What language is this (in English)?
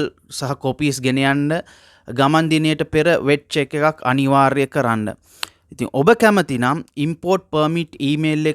Sinhala